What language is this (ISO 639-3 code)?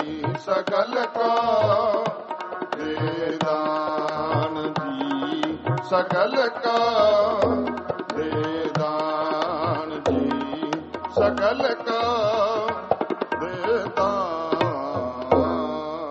pan